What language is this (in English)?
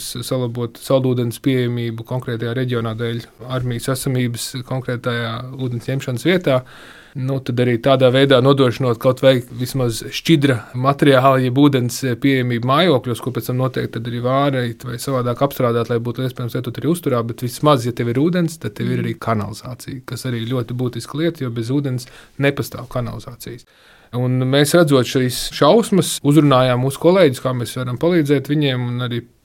Latvian